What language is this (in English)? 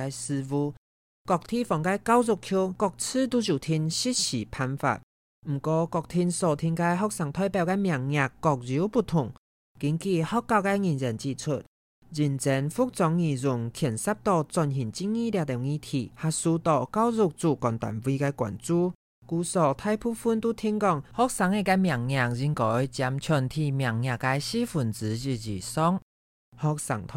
Hakka Chinese